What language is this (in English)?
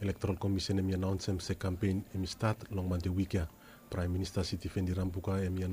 Bislama